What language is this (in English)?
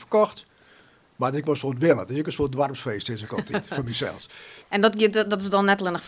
Western Frisian